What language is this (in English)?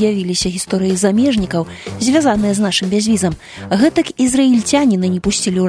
Belarusian